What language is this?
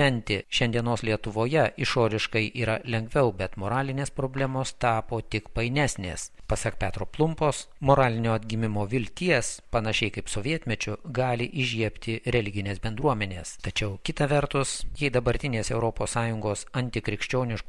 Lithuanian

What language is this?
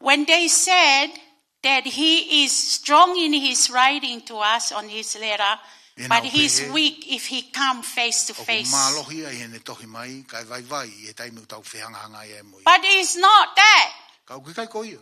Tongan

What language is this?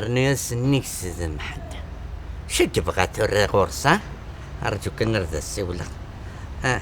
Kabyle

